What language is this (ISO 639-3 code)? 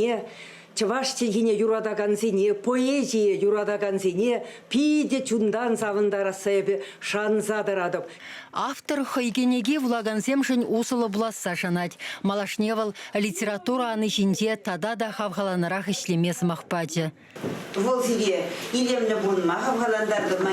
chv